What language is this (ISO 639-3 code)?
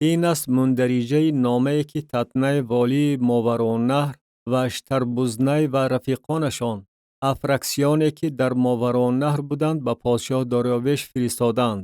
tgk